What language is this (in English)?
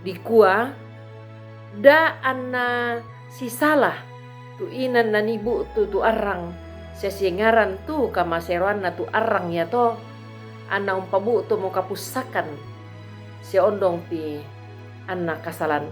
Toraja-Sa'dan